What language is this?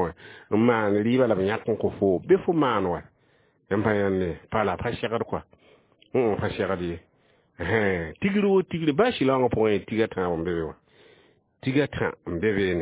Mossi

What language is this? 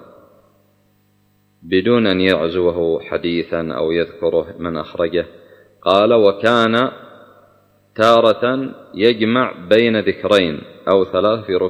Arabic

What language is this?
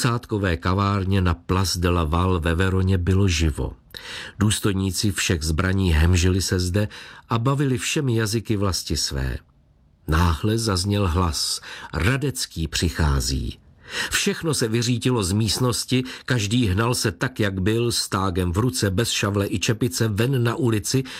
Czech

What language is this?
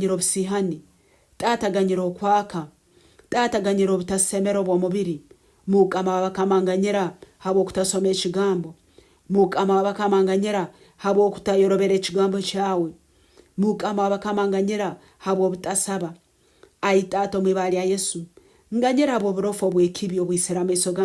Nyankole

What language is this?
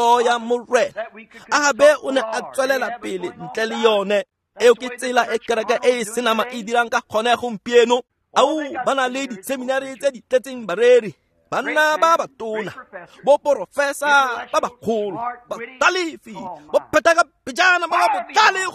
Tswana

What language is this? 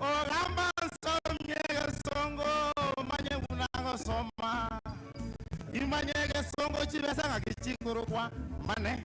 Gusii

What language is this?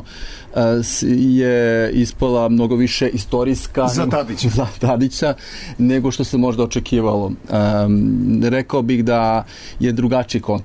Serbian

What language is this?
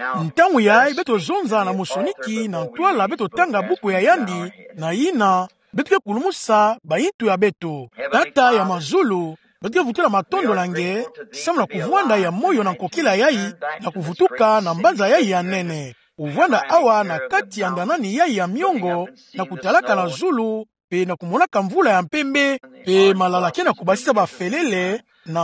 Kituba (Democratic Republic of Congo)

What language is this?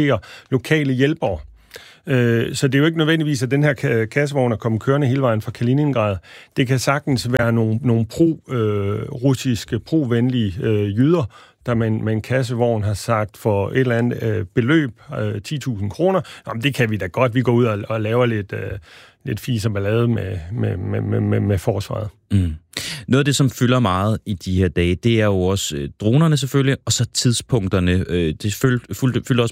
Danish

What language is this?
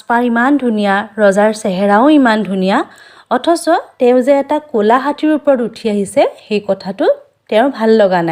Assamese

